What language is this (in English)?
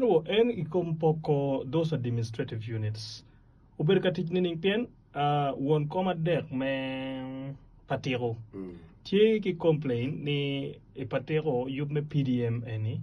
Acoli